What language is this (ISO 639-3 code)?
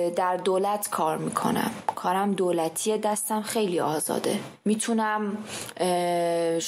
fas